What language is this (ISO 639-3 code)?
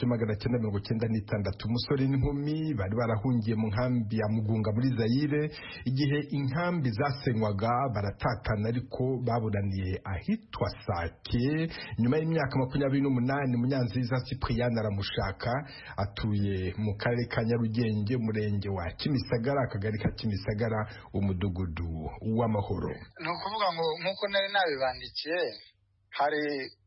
kin